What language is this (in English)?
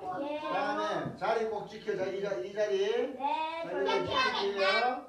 Korean